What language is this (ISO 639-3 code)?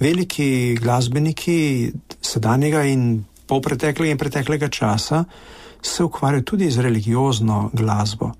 slv